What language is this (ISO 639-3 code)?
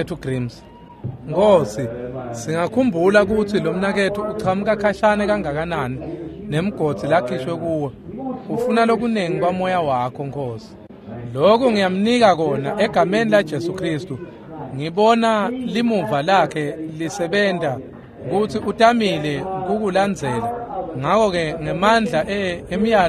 ssw